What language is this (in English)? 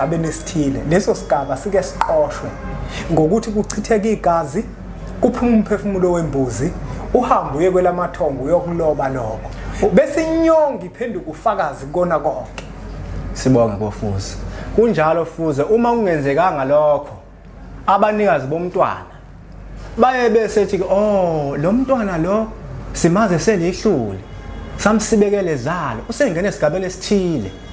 Zulu